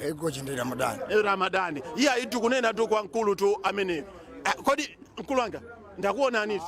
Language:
Nyanja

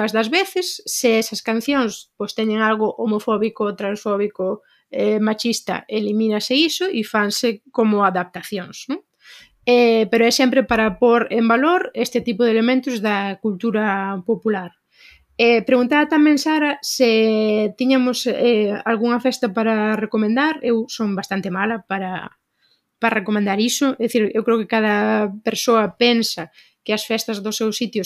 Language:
Galician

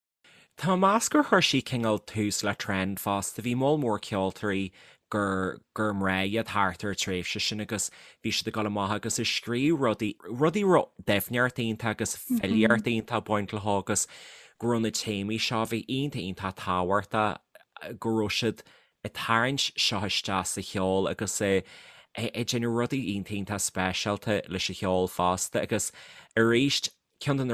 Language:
Irish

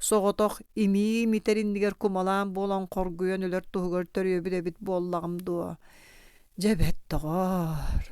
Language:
Yakut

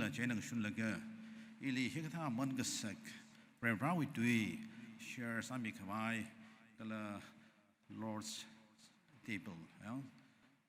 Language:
Tangkhul Naga (India)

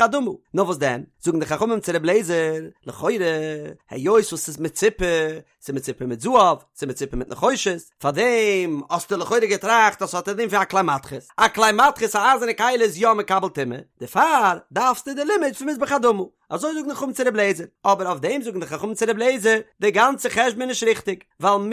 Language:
Yiddish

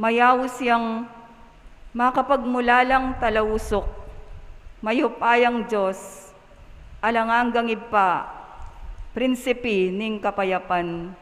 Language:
Pampanga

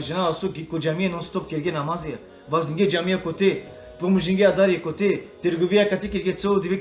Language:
Balkan Romani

